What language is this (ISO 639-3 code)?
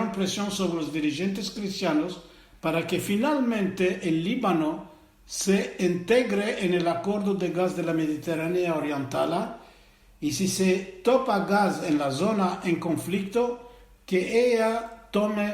lad